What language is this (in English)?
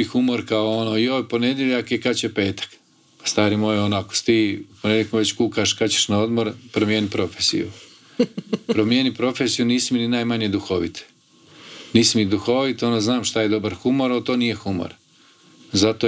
Croatian